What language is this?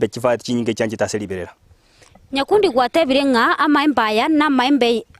Gusii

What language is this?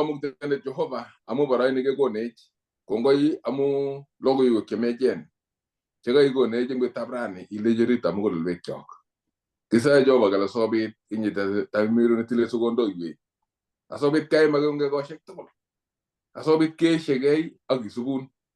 Kalenjin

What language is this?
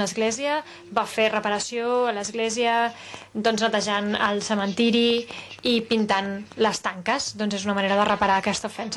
Catalan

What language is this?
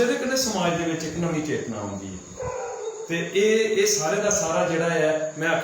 Dogri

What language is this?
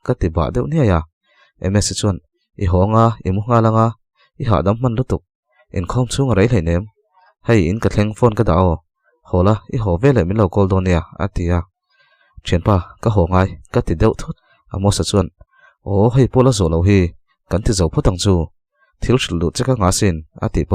Mizo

